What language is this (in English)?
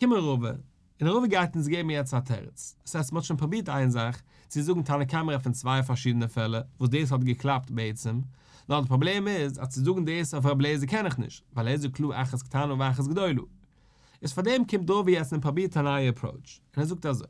Yiddish